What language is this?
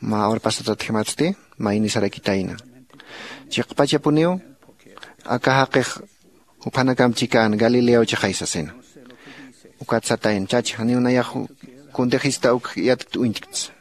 Aymara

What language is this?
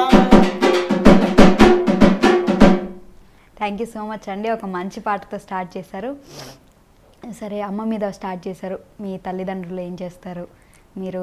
Telugu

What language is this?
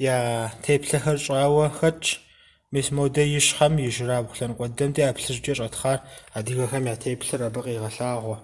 Kabardian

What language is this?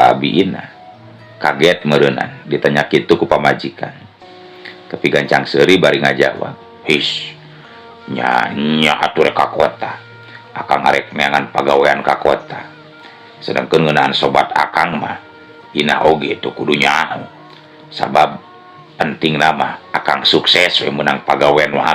Sundanese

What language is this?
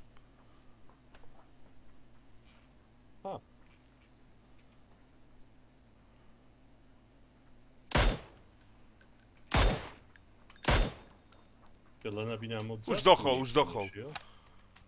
Slovak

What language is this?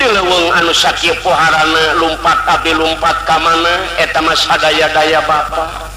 Sundanese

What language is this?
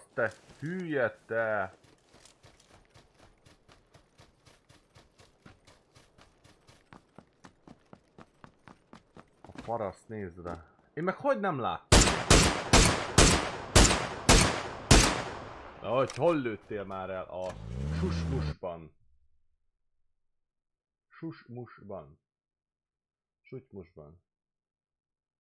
Hungarian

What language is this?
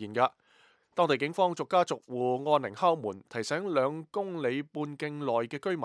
Cantonese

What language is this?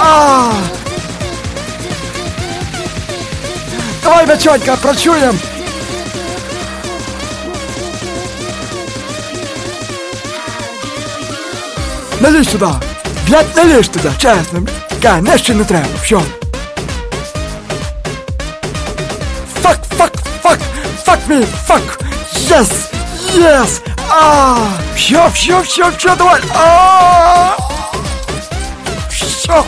Ukrainian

